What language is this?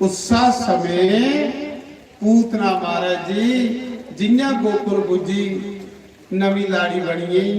Dogri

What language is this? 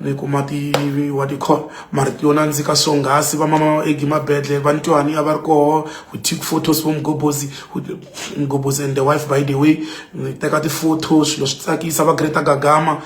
Tsonga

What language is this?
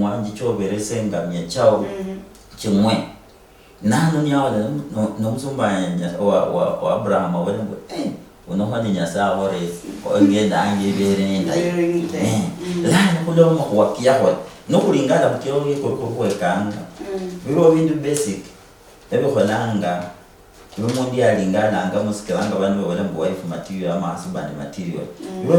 Luyia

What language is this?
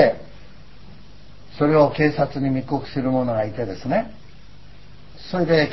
Japanese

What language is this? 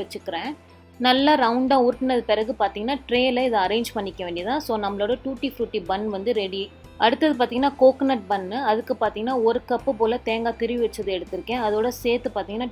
Tamil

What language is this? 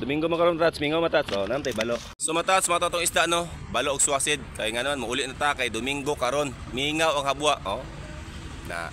Cebuano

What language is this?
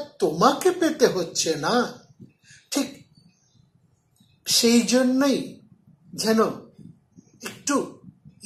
Bangla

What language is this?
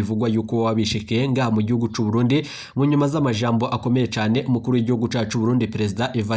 Rundi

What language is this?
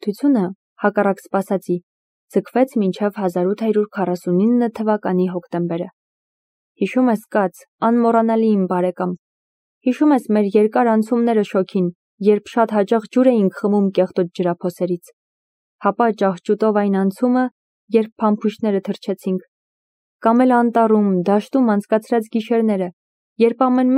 Armenian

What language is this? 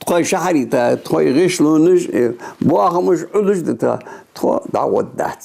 Ingush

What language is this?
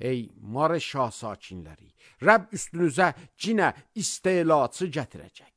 Azerbaijani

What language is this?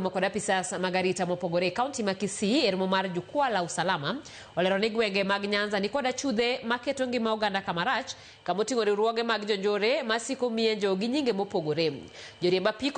Luo (Kenya and Tanzania)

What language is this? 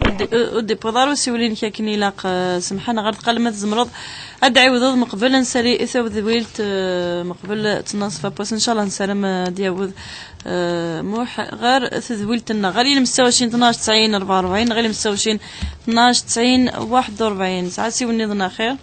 Kabyle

